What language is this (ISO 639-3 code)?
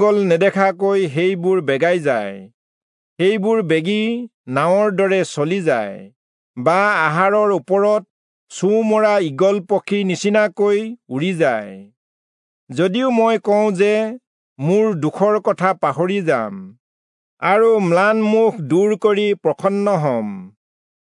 asm